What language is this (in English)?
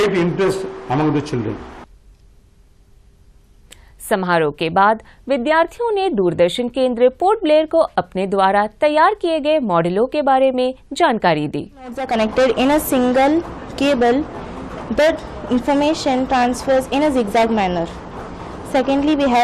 Hindi